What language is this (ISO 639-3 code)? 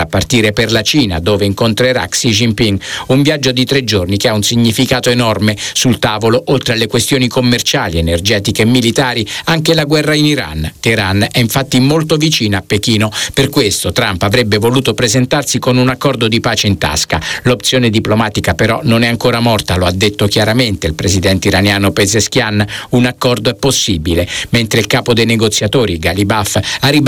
ita